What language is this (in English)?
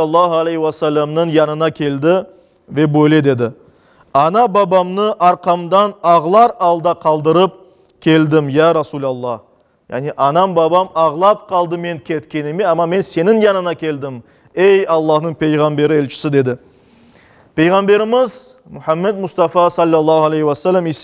Crimean Tatar